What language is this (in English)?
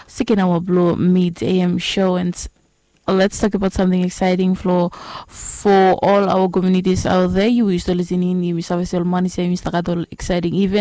Bislama